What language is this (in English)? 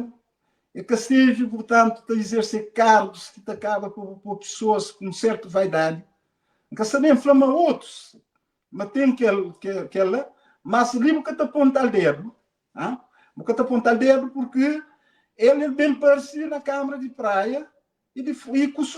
Kabuverdianu